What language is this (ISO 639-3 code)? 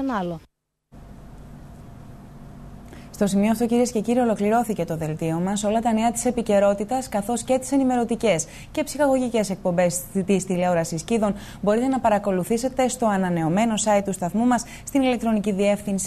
ell